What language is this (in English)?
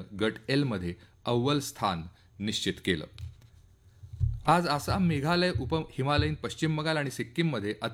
Marathi